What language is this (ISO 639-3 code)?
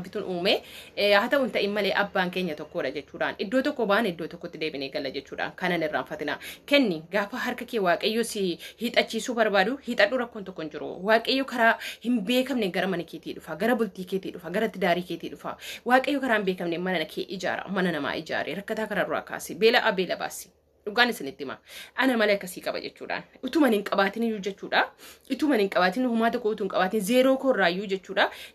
orm